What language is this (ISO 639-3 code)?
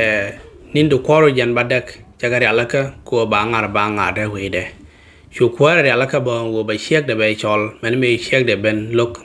nus